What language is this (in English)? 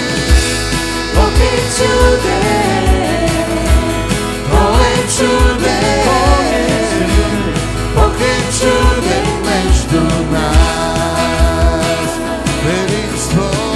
Bulgarian